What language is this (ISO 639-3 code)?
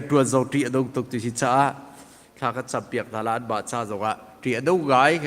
cnh